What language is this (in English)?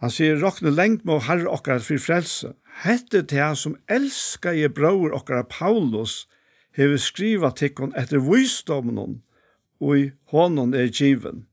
Faroese